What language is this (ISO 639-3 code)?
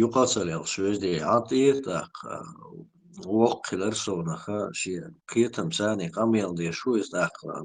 che